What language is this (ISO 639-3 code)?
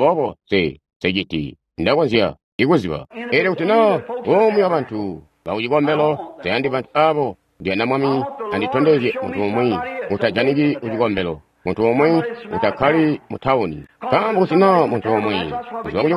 toi